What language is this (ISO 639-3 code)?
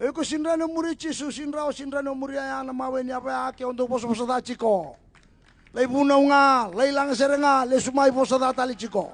fij